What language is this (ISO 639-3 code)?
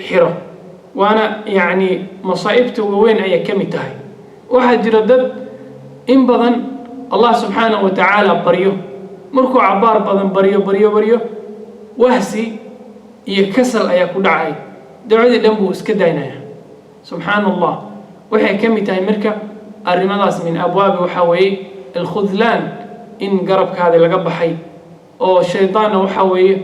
som